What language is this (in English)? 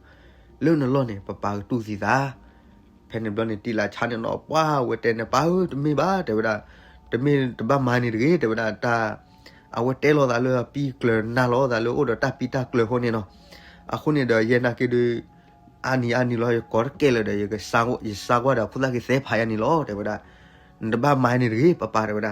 S'gaw Karen